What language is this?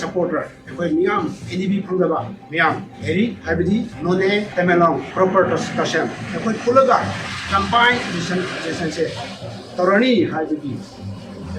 Manipuri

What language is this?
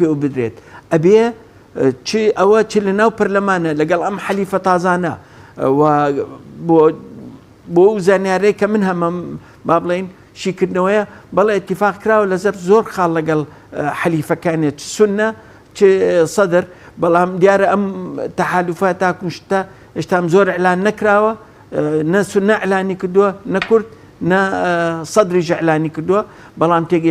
Central Kurdish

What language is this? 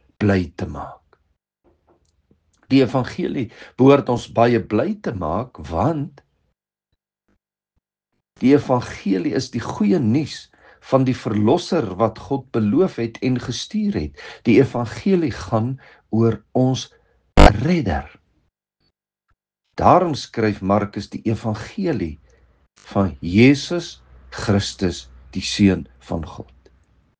Afrikaans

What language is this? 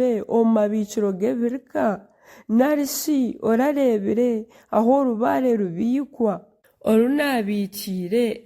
Nyankole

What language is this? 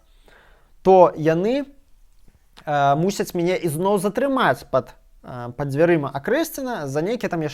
Belarusian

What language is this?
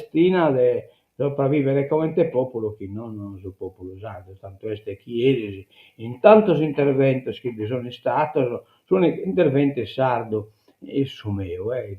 Sardinian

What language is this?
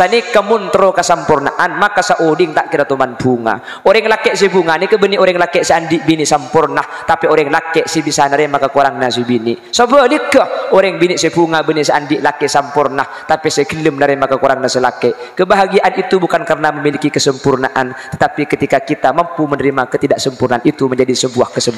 Madurese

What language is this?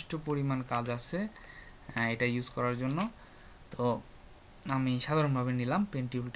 Bangla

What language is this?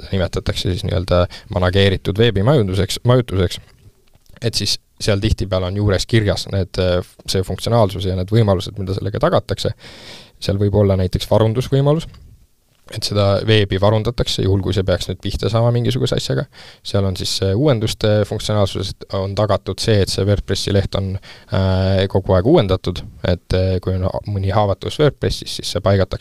Estonian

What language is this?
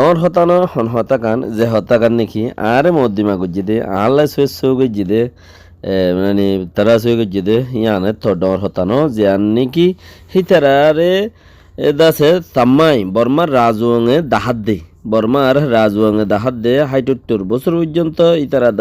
Rohingya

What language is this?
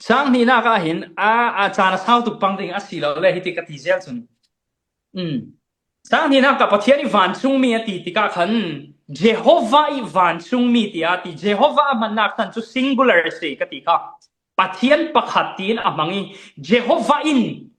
Falam Chin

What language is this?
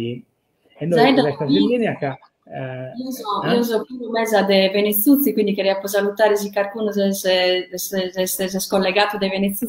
Sardinian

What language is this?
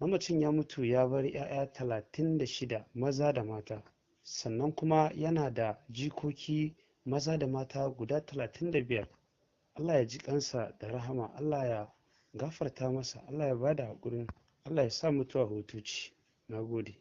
Hausa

